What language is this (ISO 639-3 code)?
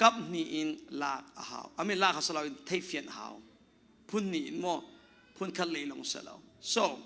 cnh